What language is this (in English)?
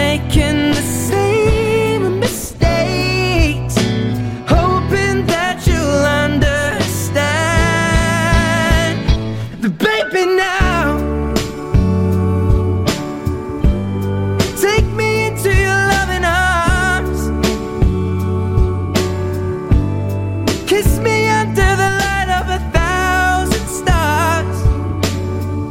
English